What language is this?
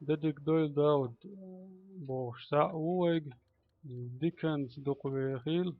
Chechen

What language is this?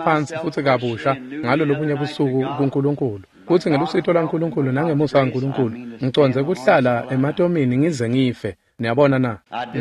Swati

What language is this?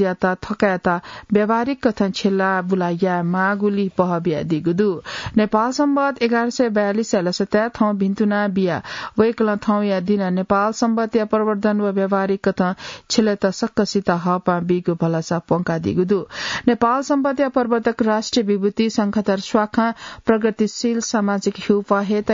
Newari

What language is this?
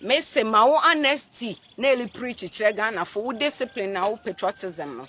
Akan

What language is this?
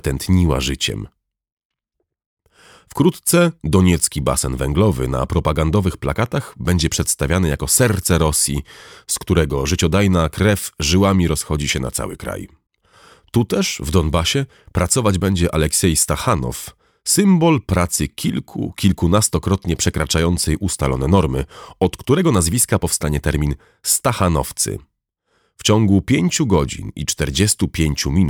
Polish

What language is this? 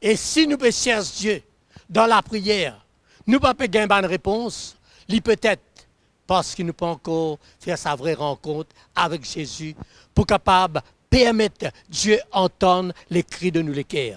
Morisyen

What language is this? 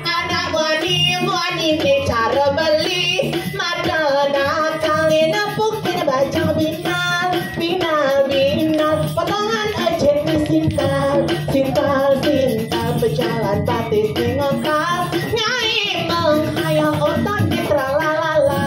Balinese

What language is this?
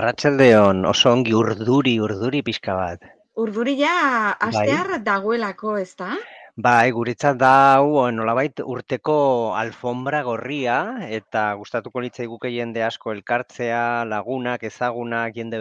Basque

